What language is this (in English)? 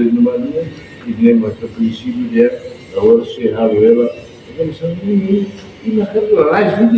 Tetum